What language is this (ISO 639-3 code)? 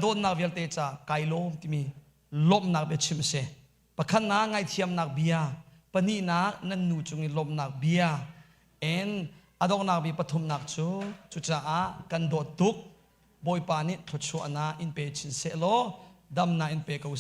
cnh